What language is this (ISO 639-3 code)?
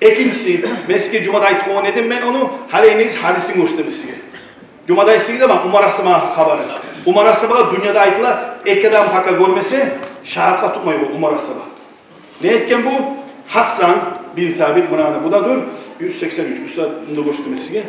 kum